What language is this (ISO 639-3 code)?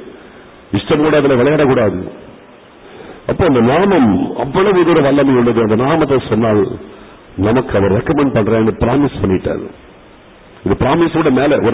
tam